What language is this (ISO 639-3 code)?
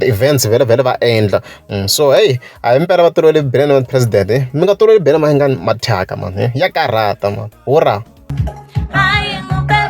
tso